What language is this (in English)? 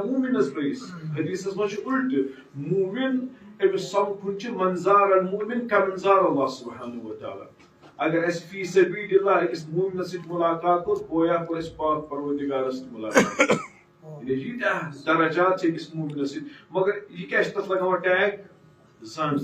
Kashmiri